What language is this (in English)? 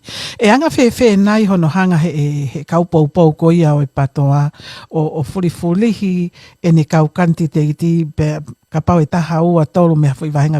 Tongan